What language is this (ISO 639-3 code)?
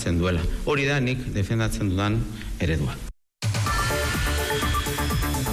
eus